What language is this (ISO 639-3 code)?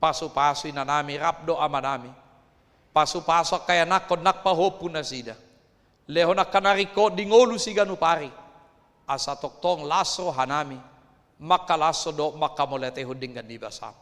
bbc